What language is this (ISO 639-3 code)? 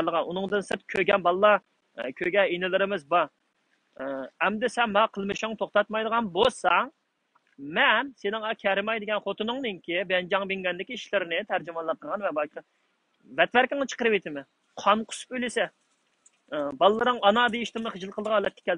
uig